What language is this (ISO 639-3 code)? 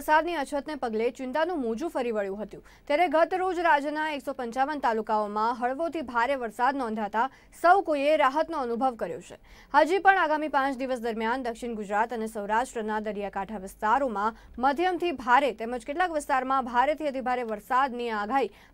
guj